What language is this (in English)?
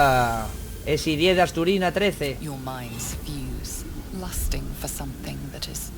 Asturian